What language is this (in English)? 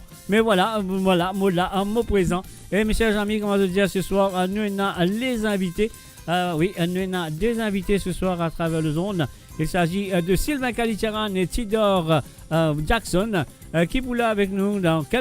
Morisyen